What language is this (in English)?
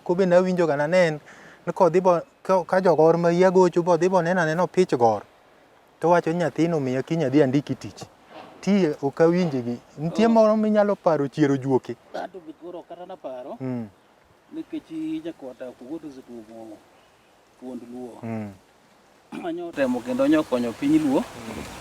Luo (Kenya and Tanzania)